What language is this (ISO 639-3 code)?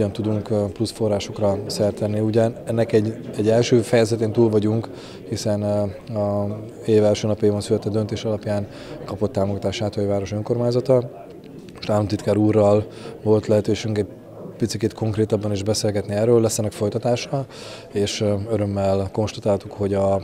hun